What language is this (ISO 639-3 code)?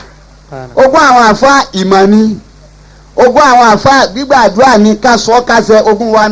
yor